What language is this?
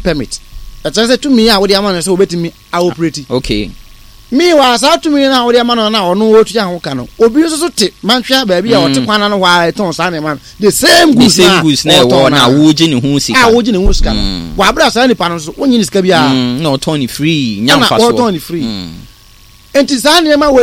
Akan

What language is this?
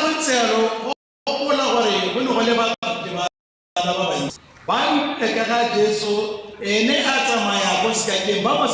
Tswana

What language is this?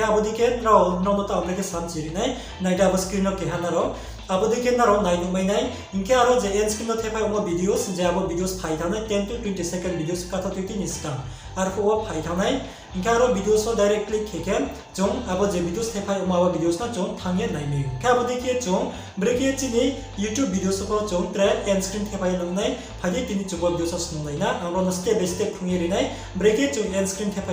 Riang (India)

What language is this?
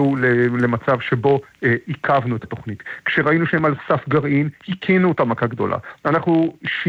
Hebrew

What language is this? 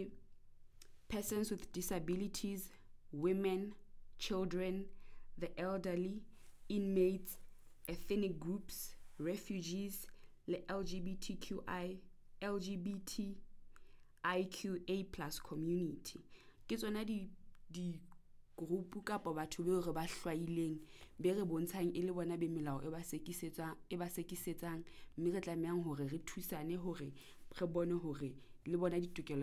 Southern Sotho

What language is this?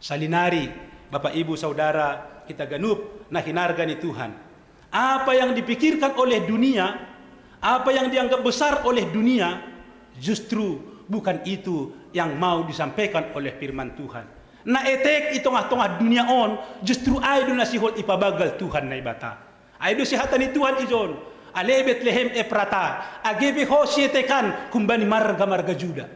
Batak Simalungun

